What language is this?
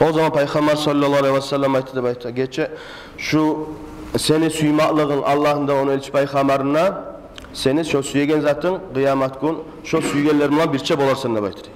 Kumyk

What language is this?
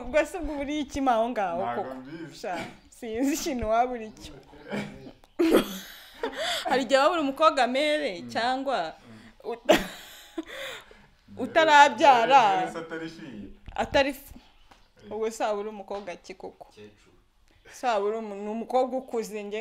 Kinyarwanda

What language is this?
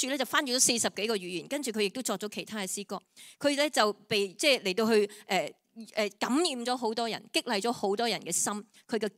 Cantonese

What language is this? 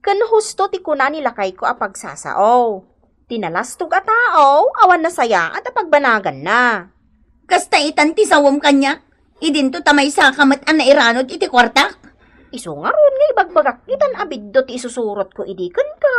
Iloko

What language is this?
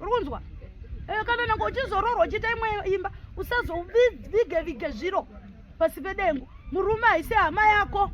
Shona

